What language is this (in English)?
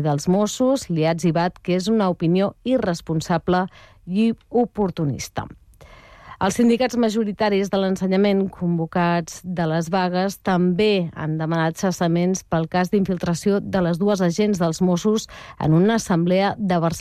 Catalan